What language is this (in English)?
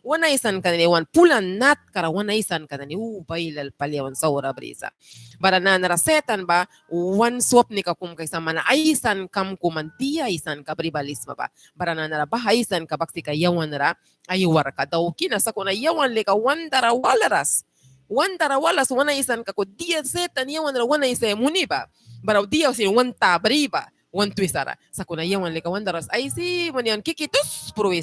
Mískito